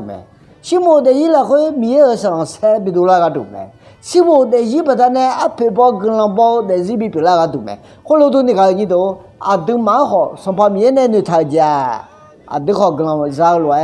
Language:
Akha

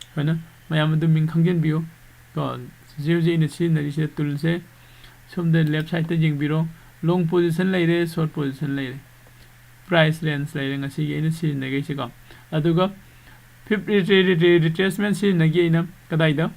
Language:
Manipuri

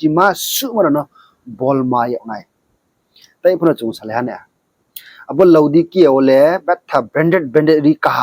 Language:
Riang (India)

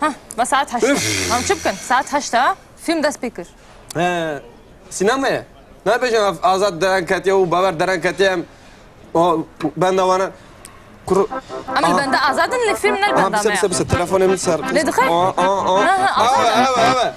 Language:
Kurdish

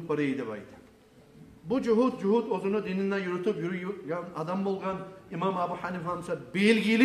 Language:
Kumyk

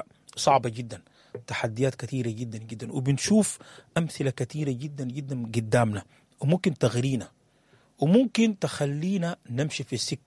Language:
Sudanese Arabic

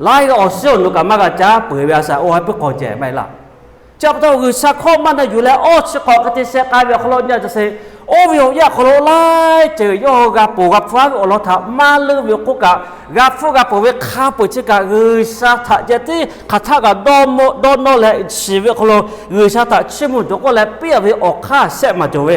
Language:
Lahu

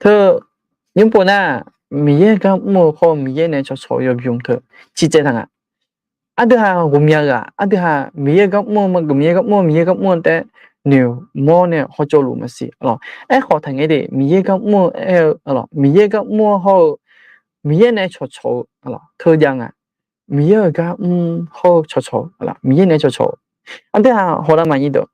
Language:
Akha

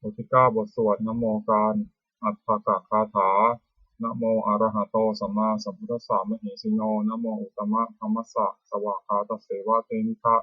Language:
Pali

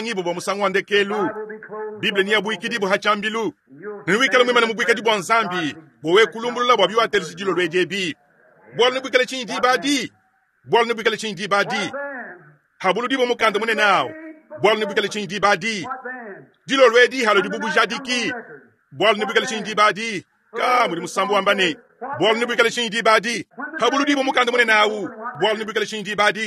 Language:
Luba-Lulua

